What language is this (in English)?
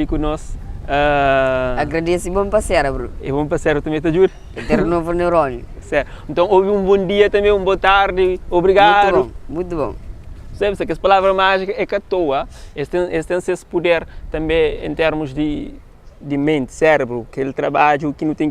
Kabuverdianu